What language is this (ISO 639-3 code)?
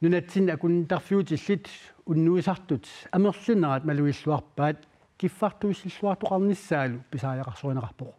kal